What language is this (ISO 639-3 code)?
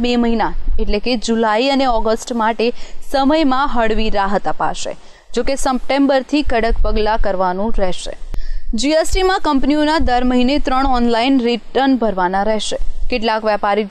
guj